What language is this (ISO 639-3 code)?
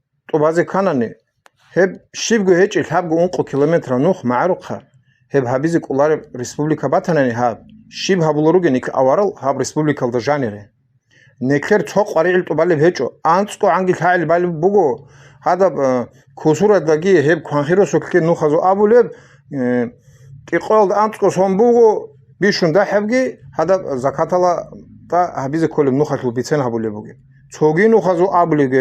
ava